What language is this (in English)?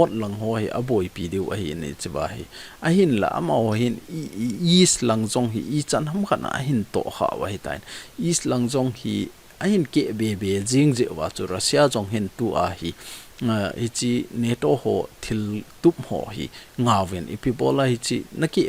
Thado Chin